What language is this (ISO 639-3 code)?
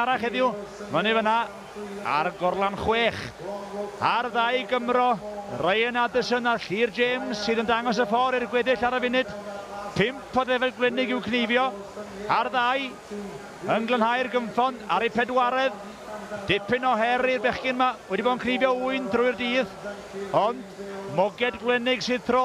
cym